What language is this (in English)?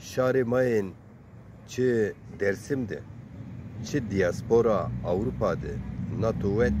Zaza